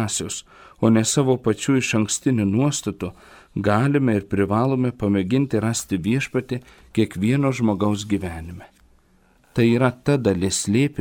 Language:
Lithuanian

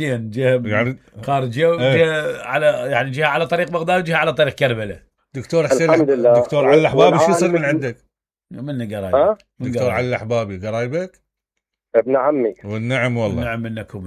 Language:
Mesopotamian Arabic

